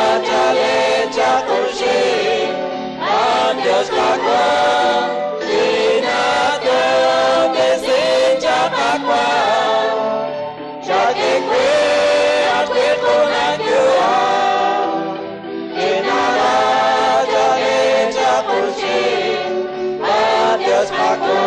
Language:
Kekchí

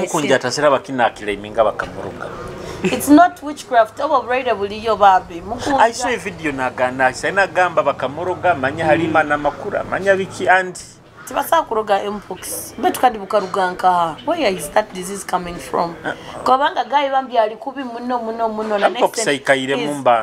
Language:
Nyoro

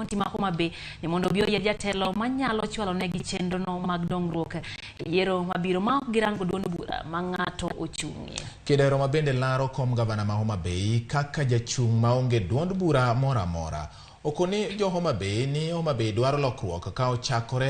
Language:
Luo (Kenya and Tanzania)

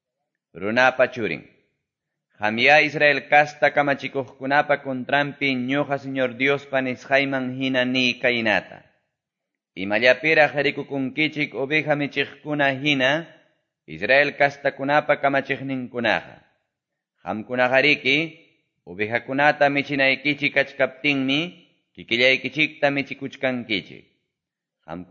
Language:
Quechua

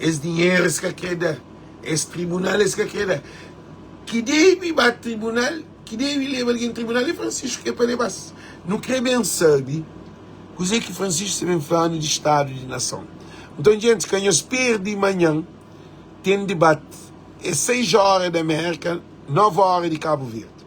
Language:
Kabuverdianu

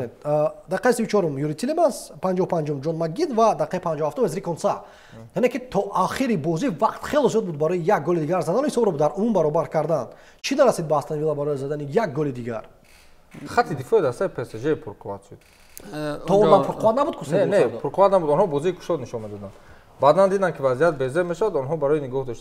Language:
Tajik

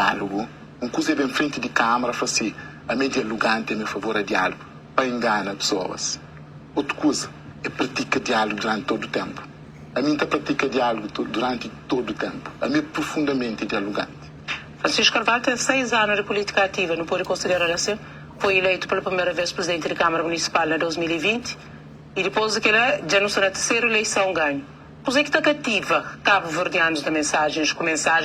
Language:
Kabuverdianu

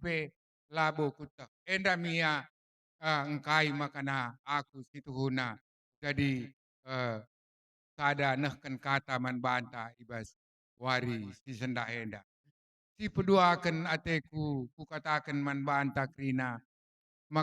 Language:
Batak Karo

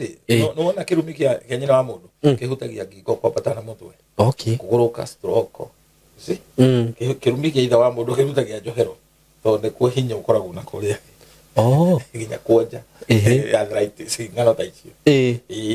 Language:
Kikuyu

